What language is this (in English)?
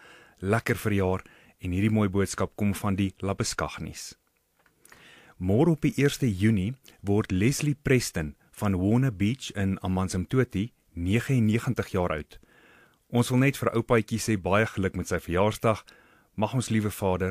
Afrikaans